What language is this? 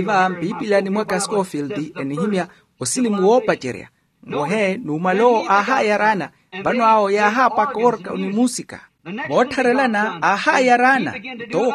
Makhuwa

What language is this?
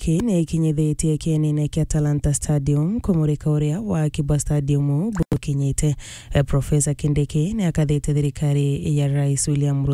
Meru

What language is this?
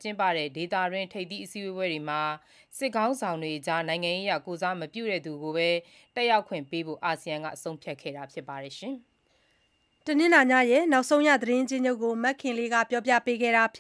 Burmese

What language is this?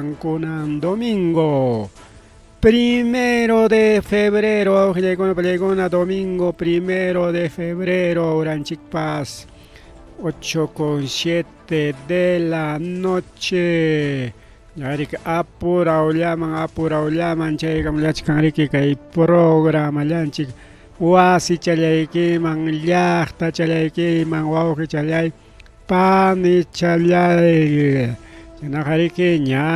Ayacucho Quechua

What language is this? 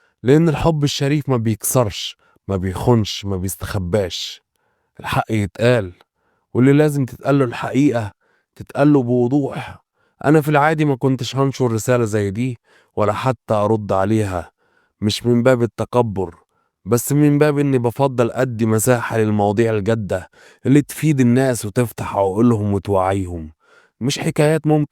Egyptian Arabic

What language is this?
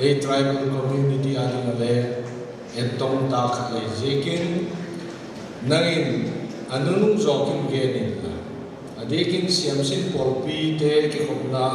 Paite Chin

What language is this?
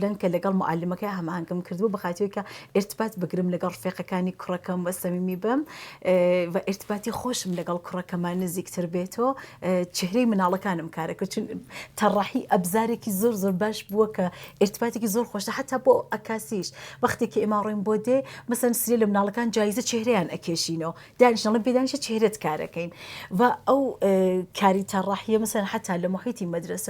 Central Kurdish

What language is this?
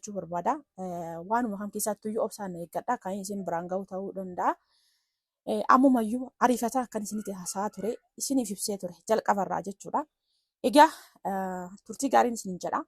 Oromo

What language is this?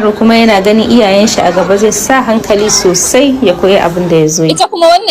Hausa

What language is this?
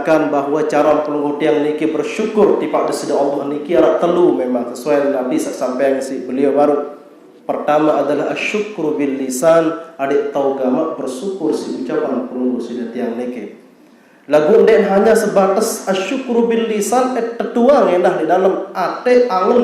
Sasak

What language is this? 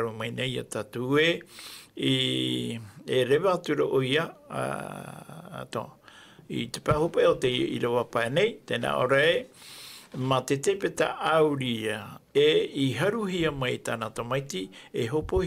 Tahitian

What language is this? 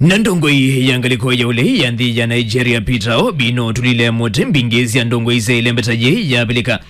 Kamba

